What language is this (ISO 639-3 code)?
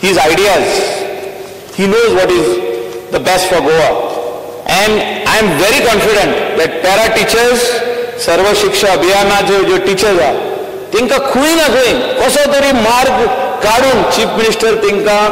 kok